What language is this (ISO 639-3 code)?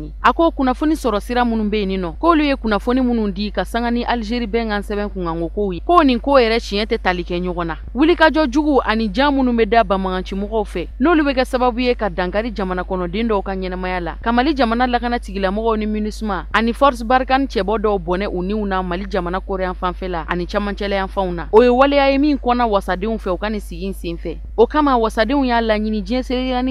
bam